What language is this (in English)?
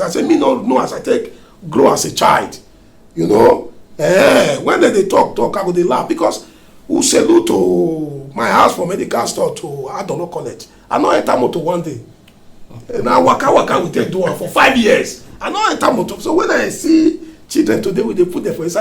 Nigerian Pidgin